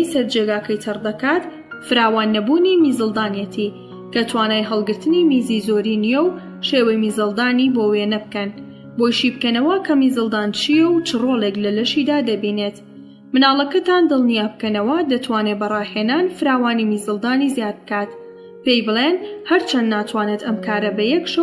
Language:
Central Kurdish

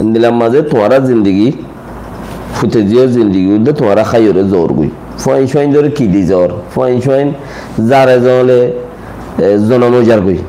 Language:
Rohingya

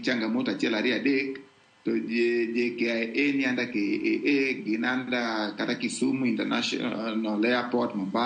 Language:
Luo (Kenya and Tanzania)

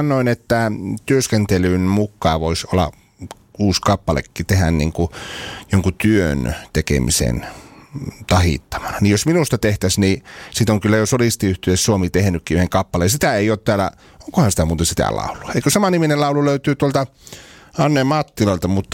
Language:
Finnish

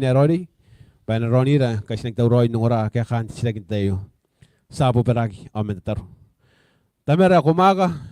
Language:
Gilbertese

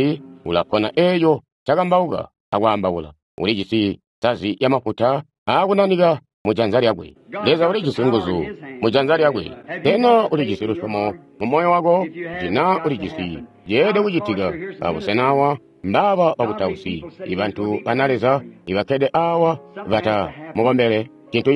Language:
Tonga (Zambia)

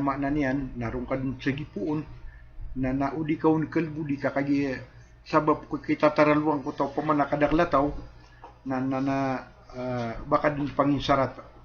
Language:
Maranao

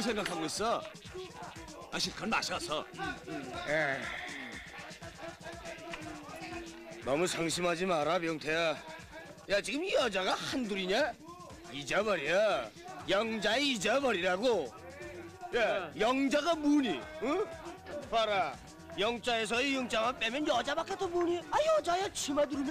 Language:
Korean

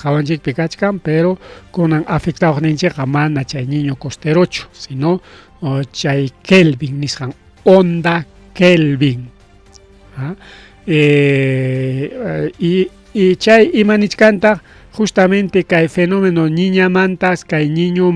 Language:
Ayacucho Quechua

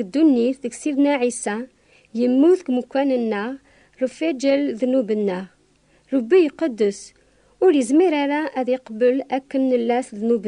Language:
Kabyle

